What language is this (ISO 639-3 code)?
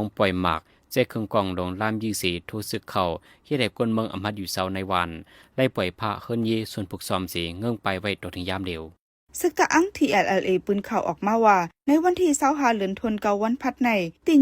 shn